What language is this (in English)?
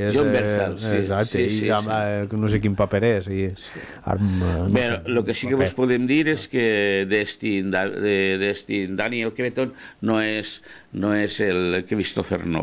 Catalan